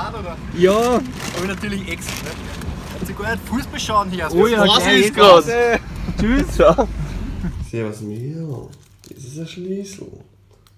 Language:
Bavarian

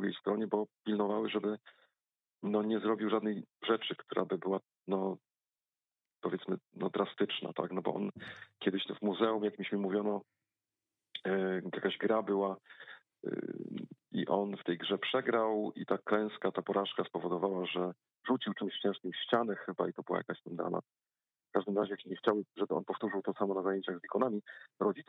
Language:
Polish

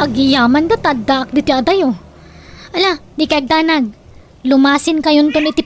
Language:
Iloko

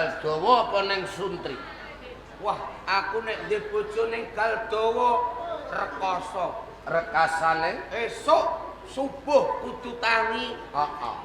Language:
Javanese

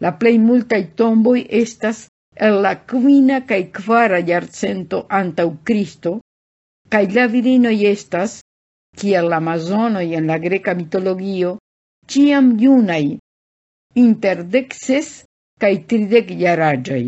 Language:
Esperanto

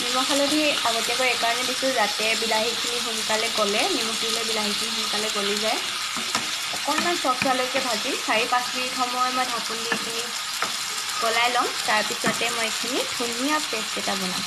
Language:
Assamese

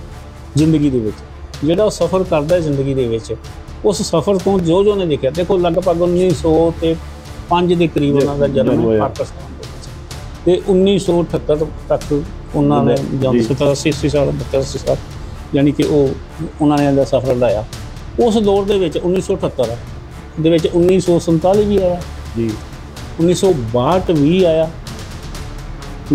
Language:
Punjabi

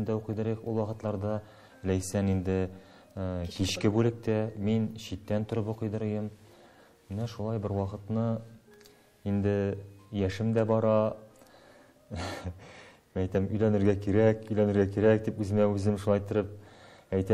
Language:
Tatar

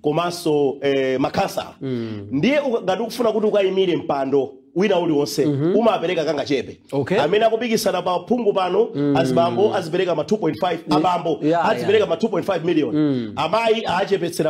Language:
Nyanja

